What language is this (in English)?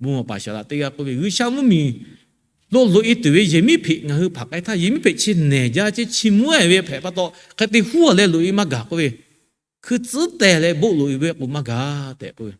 Lahu